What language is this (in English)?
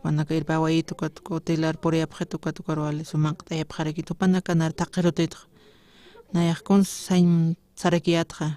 Aymara